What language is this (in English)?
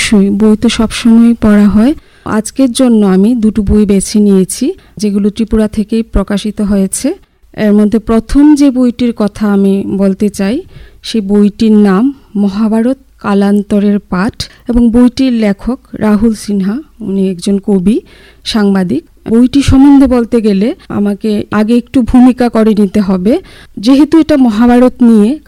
Bangla